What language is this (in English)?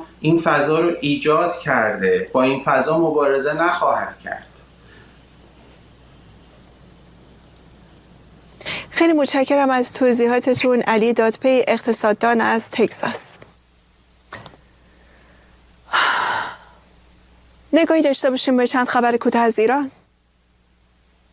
Persian